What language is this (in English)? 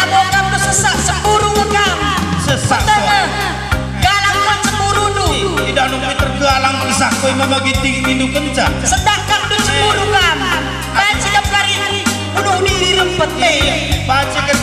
Batak Karo